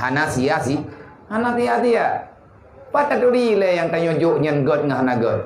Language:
Achinese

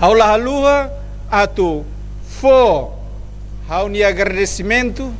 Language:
Tetum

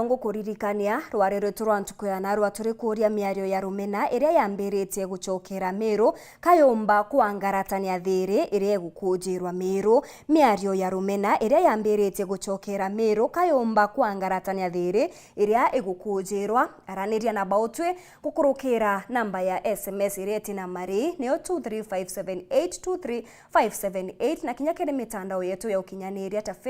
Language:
Meru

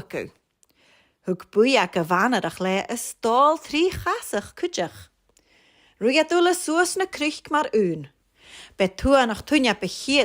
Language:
Scottish Gaelic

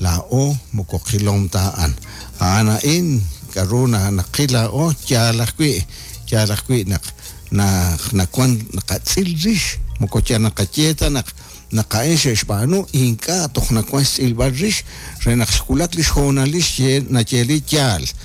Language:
Kekchí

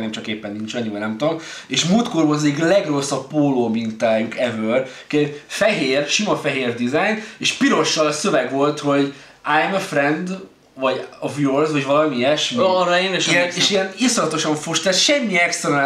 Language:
Hungarian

